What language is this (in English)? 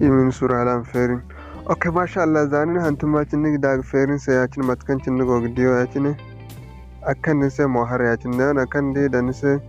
Zarma